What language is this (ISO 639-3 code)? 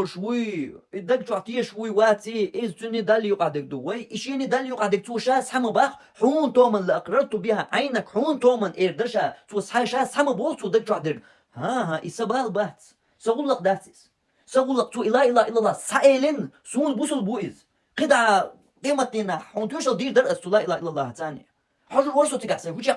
che